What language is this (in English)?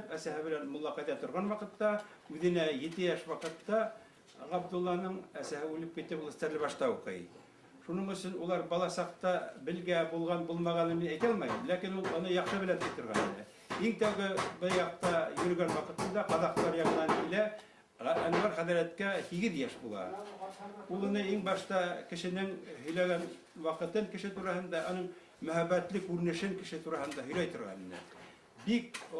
Bashkir